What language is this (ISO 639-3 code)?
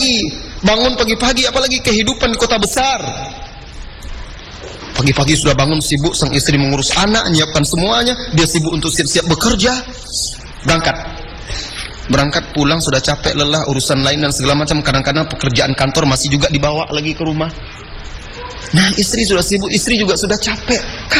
ind